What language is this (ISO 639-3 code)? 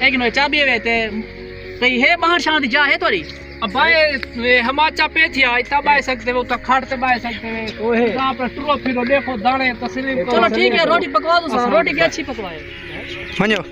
skr